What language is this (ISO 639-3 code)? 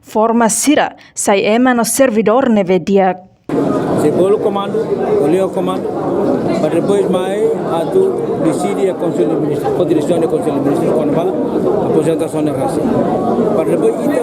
tet